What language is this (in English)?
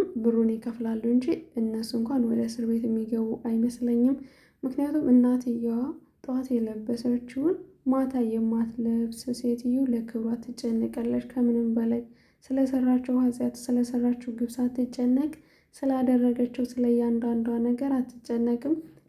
Amharic